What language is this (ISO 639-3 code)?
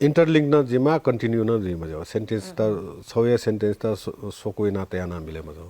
new